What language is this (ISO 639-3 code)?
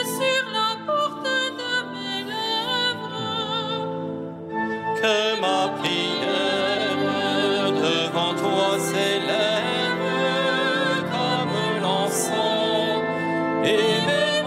fra